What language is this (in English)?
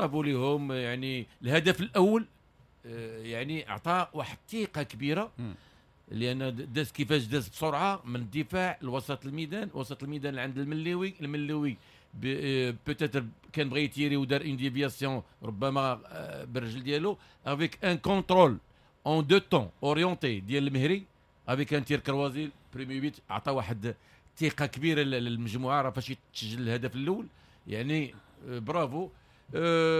Moroccan Arabic